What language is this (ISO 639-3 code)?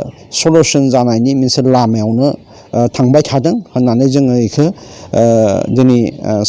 brx